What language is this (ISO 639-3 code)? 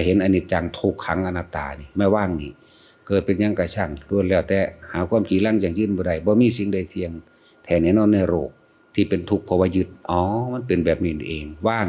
tts